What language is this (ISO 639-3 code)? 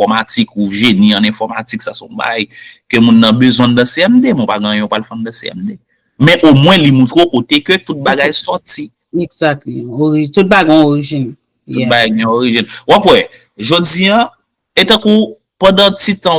hat